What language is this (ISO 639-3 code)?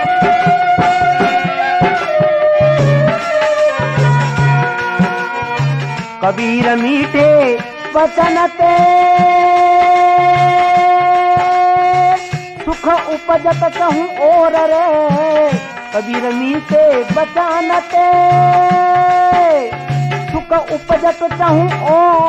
hin